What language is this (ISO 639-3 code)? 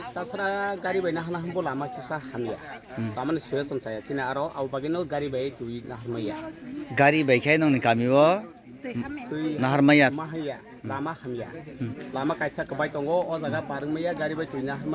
trp